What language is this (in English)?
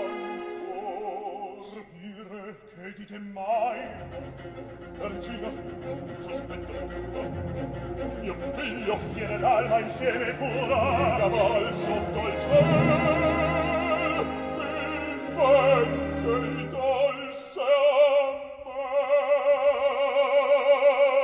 Italian